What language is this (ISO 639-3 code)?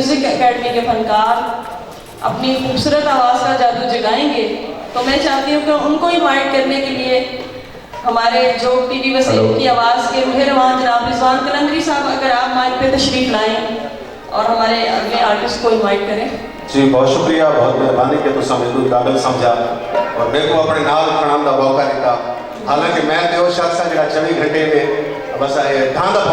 skr